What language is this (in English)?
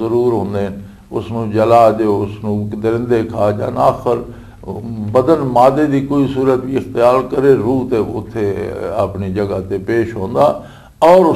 Western Panjabi